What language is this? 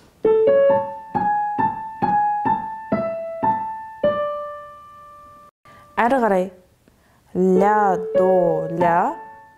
Kazakh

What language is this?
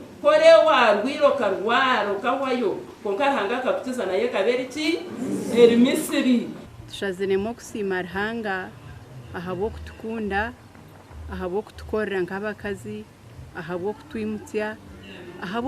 Nyankole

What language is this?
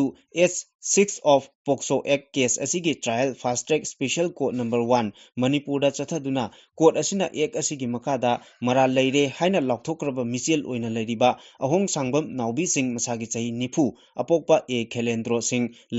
Manipuri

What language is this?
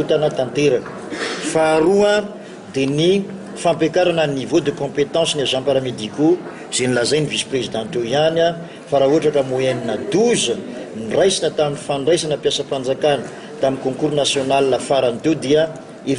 Malagasy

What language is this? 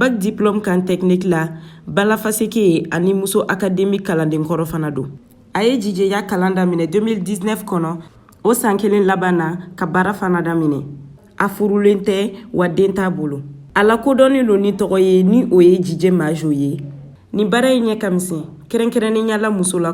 Bambara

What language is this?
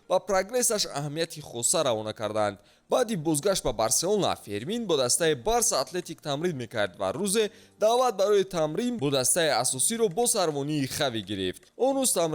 Tajik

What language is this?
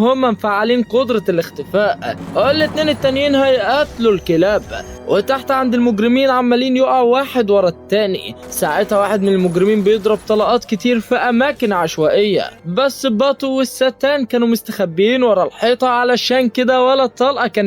Egyptian Arabic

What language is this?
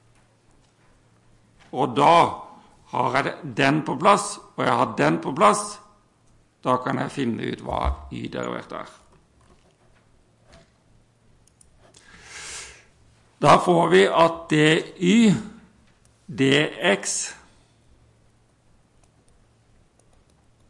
Norwegian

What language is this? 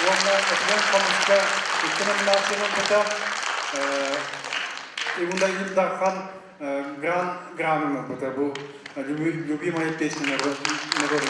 Yakut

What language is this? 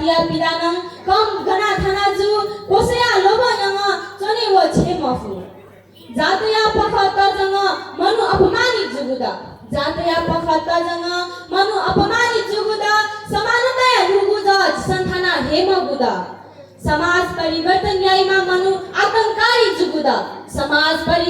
Newari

